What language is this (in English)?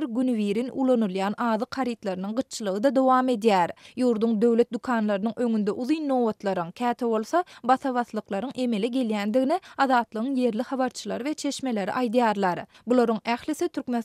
Turkmen